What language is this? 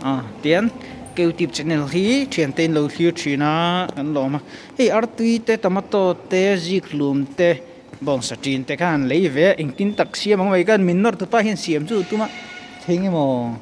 Mizo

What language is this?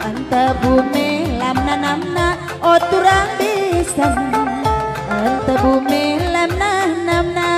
Batak Karo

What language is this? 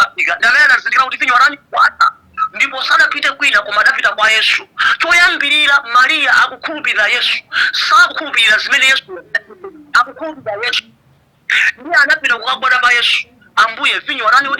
Nyanja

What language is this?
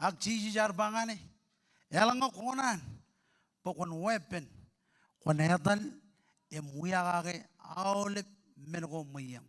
Marshallese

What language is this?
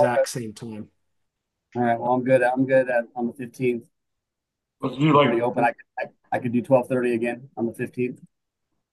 English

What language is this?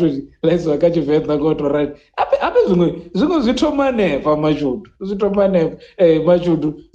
Venda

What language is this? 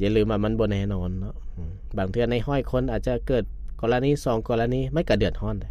Lao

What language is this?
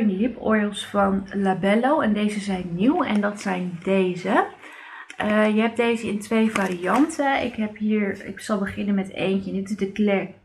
Dutch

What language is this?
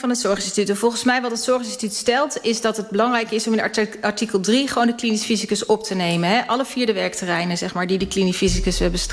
Dutch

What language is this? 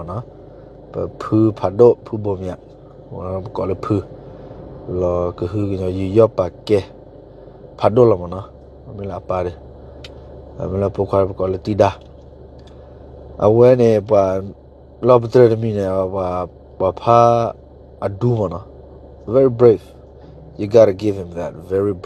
S'gaw Karen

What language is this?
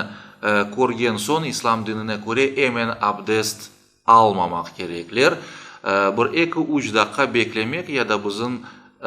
Crimean Tatar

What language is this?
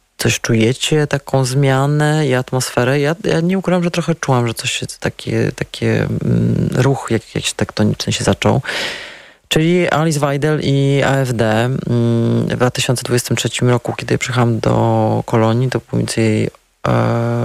Polish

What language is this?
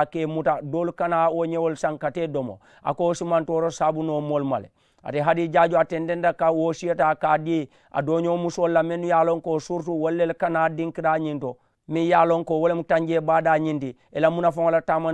Mandingo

